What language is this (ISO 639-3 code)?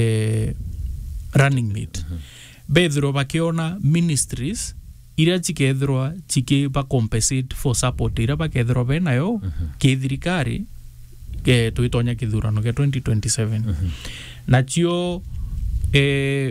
mer